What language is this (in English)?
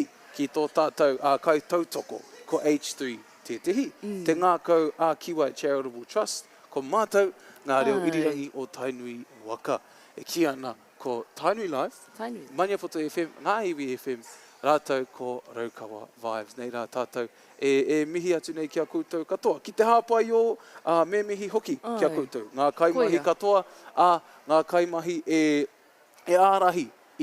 Māori